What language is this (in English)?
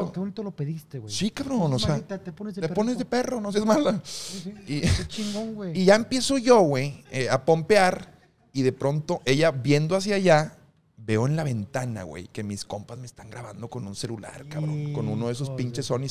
Spanish